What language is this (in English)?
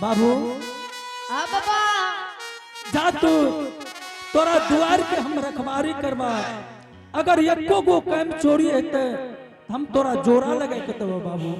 Angika